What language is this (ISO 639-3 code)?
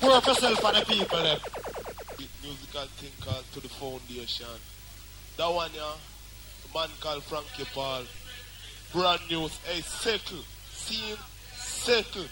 jam